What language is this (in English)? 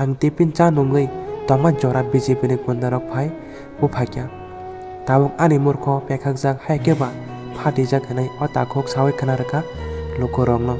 Kok Borok